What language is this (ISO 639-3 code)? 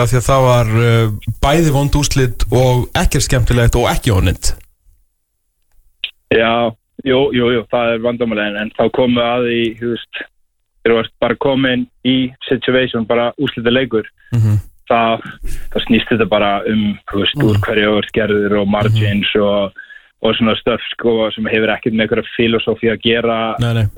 isl